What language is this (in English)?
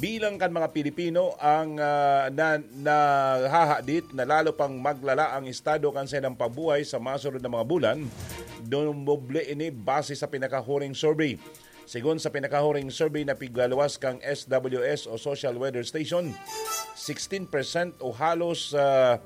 Bikol